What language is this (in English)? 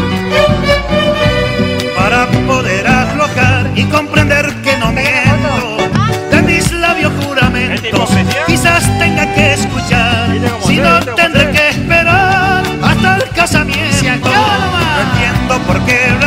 Spanish